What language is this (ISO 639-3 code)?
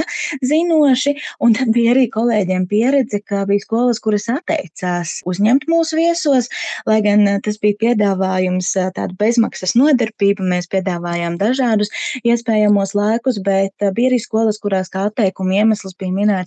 lav